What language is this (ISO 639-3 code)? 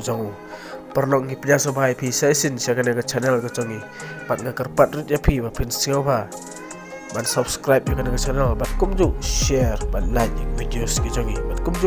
kha